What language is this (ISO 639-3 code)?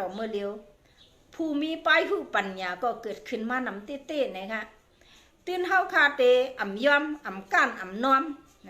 shn